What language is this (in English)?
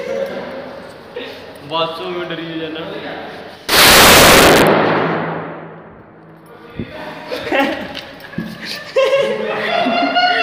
Punjabi